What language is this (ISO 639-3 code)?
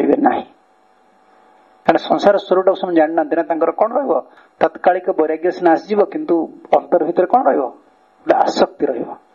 ori